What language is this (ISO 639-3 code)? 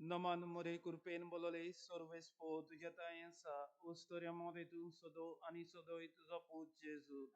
kok